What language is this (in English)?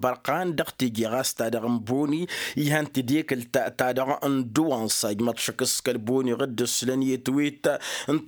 Tamasheq